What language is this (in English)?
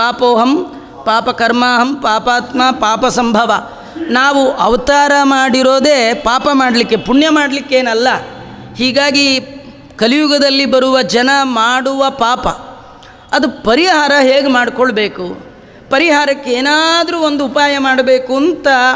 Kannada